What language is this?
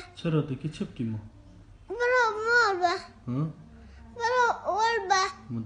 Kurdish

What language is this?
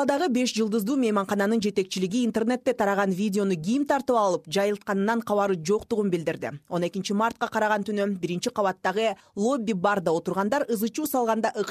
Kyrgyz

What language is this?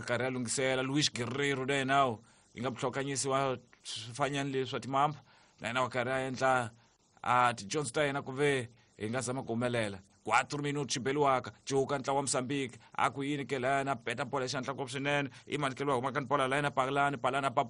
Tsonga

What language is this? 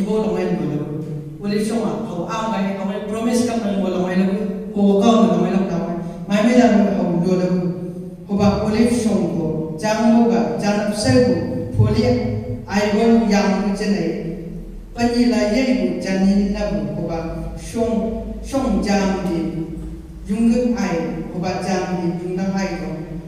Chang Naga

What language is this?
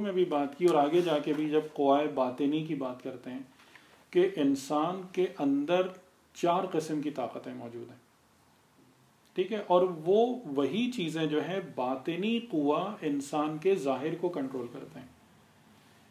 Urdu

